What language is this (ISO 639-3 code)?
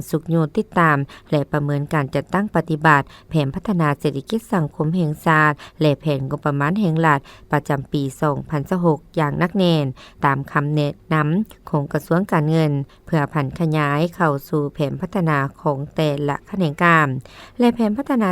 lao